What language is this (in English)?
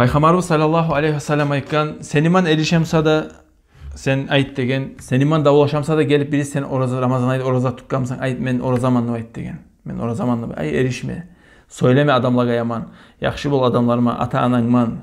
Kumyk